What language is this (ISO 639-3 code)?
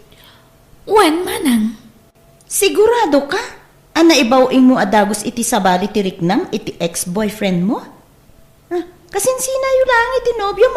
ilo